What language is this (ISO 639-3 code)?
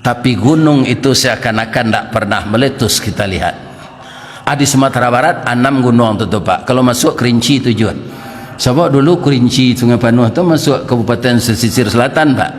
min